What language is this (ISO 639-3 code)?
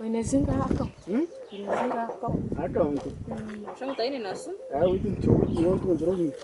nyn